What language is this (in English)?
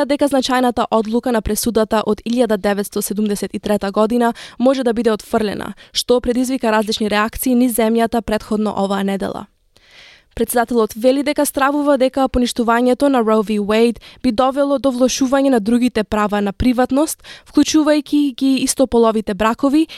Macedonian